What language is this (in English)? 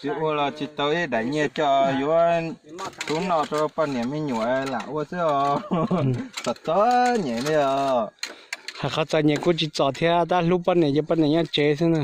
Hmong